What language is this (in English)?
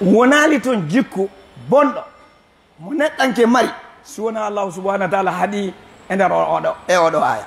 Fula